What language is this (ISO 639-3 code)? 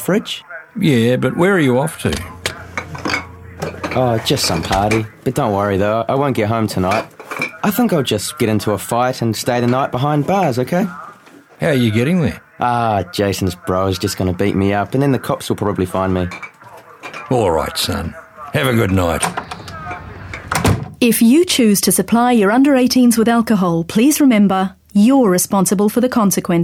eng